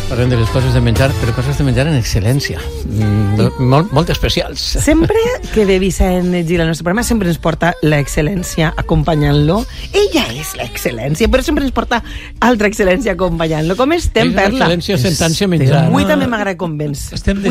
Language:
Catalan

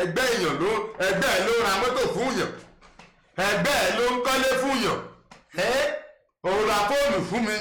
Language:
Yoruba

